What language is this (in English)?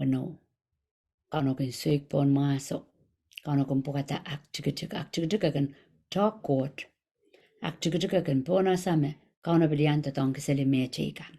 Pohnpeian